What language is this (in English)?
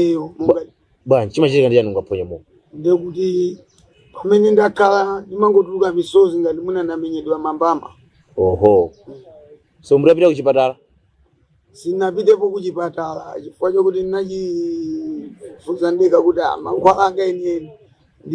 Nyanja